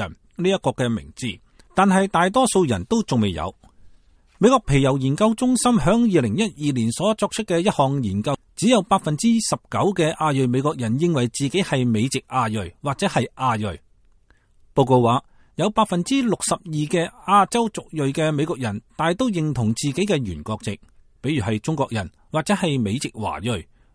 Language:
Cantonese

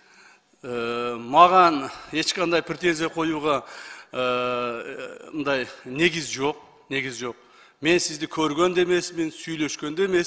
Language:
Kyrgyz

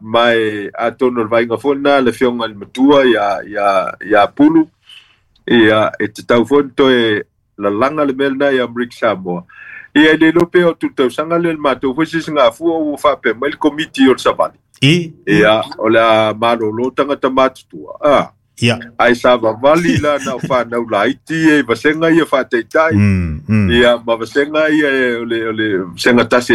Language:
Samoan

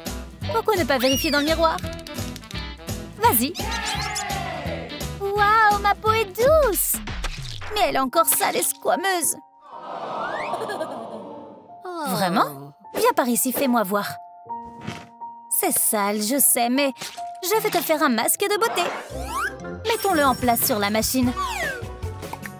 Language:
French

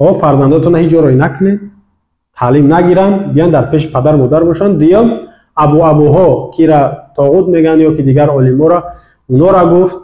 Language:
Tajik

